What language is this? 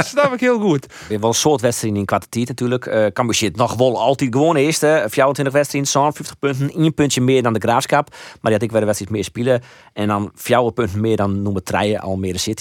Western Frisian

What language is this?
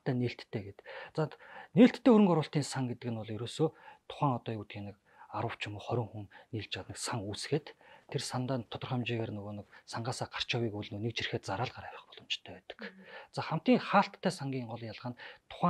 Mongolian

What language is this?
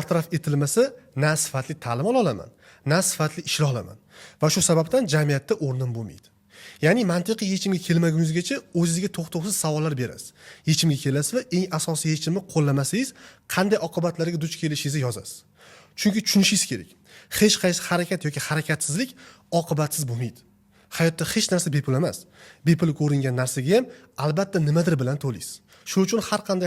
Uzbek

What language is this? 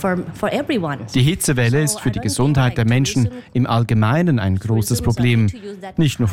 German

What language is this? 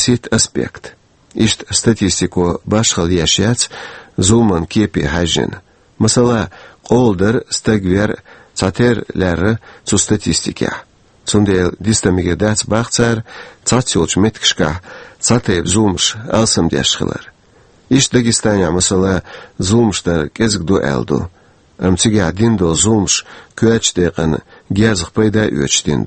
Chechen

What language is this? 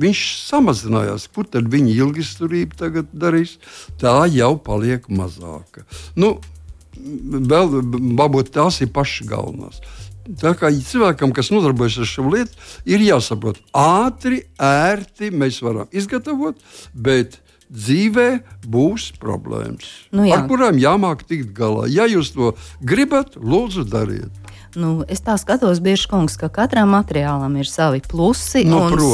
Latvian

